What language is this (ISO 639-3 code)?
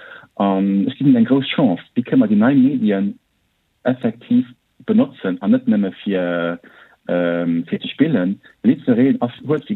ltz